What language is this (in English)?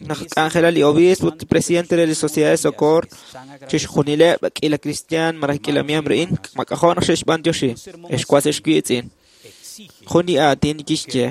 Kekchí